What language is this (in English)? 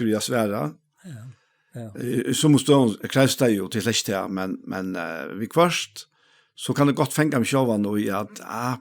Faroese